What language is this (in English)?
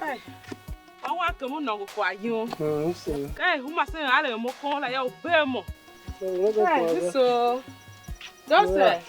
Tiv